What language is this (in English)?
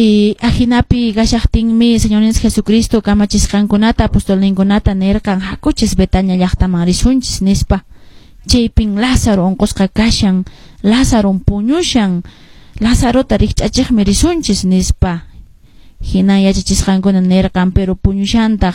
Quechua